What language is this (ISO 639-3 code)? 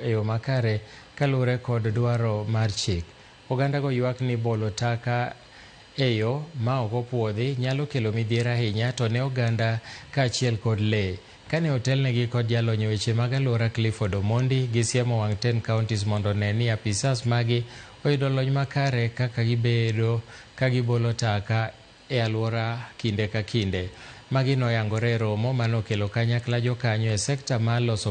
luo